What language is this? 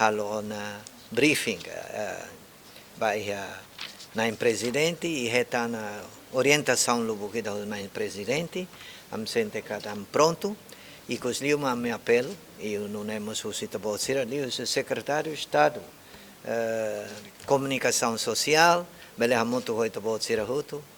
Tetum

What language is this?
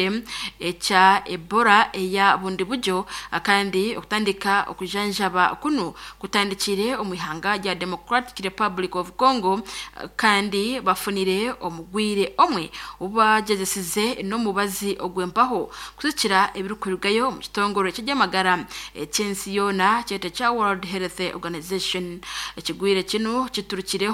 Nyankole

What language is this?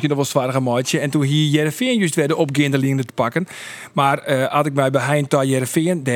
Western Frisian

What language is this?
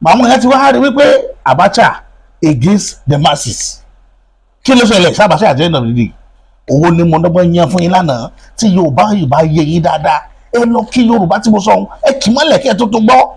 Yoruba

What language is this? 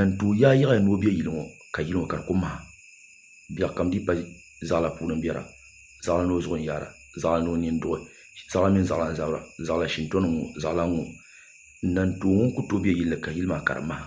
Dagbani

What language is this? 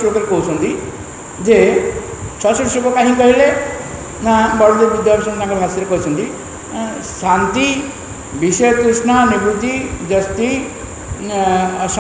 Odia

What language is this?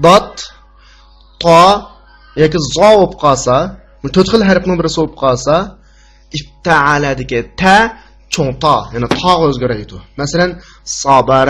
Uyghur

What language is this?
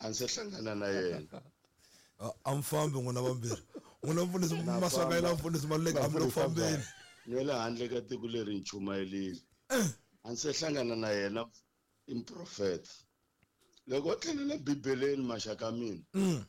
Tsonga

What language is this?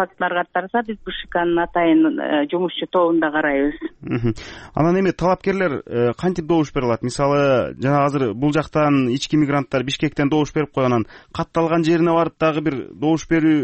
Kyrgyz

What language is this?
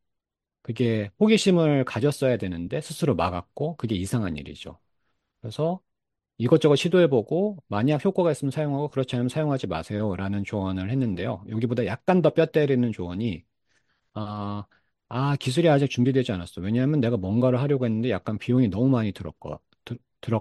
Korean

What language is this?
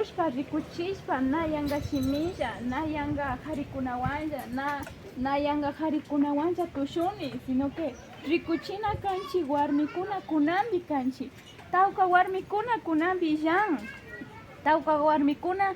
Imbabura Highland Quichua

